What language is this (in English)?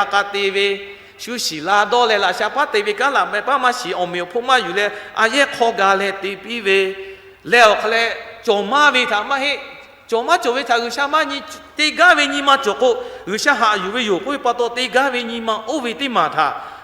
Lahu